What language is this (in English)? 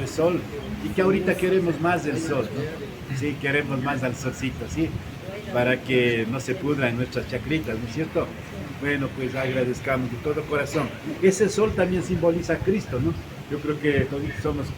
Imbabura Highland Quichua